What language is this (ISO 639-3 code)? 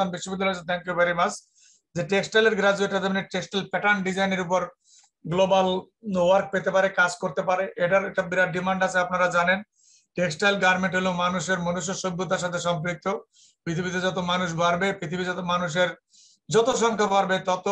ben